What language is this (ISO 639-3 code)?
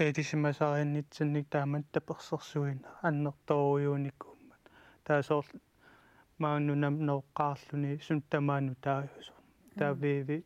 kal